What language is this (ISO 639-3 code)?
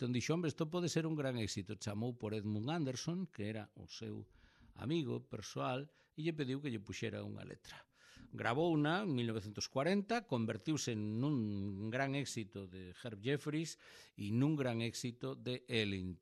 glg